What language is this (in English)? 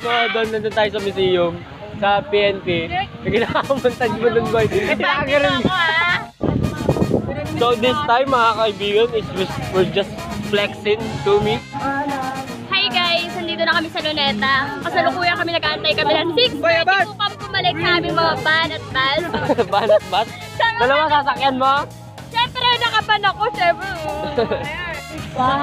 Filipino